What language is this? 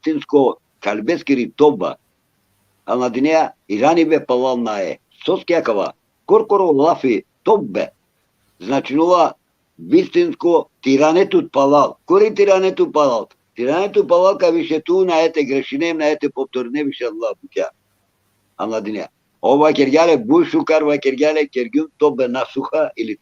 Balkan Romani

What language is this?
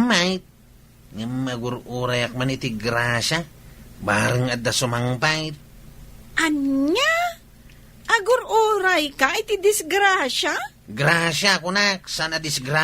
Iloko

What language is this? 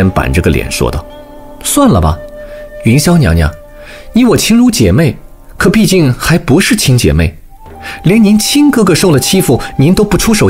Chinese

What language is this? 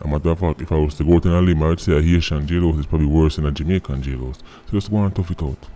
Jamaican Creole English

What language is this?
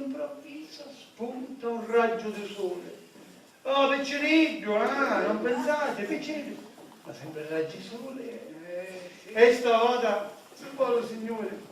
Sicilian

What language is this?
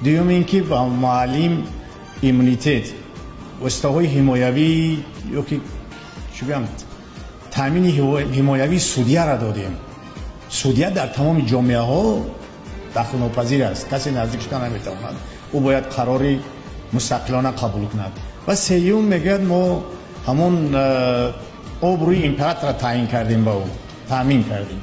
Tajik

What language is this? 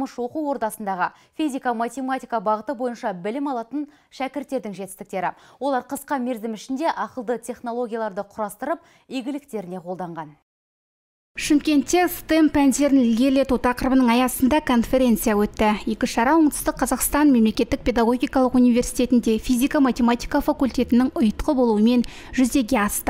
Kazakh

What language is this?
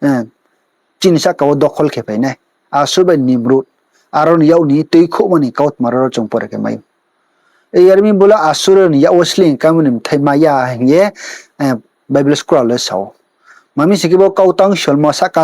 Riang (India)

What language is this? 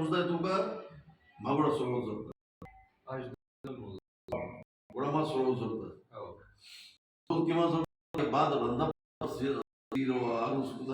Baluchi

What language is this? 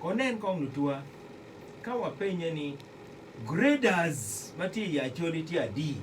Acoli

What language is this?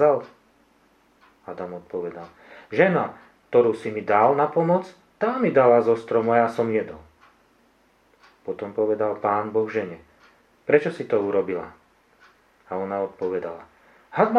Slovak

